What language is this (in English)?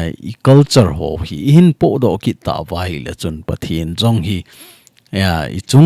Thado Chin